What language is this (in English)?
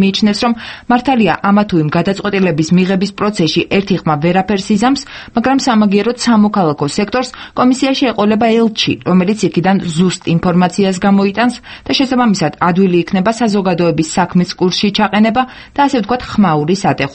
Georgian